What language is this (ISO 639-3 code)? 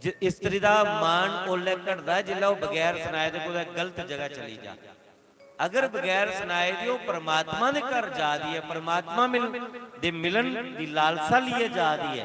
doi